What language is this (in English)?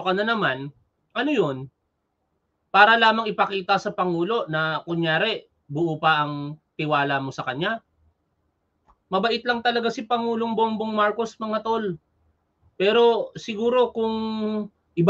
Filipino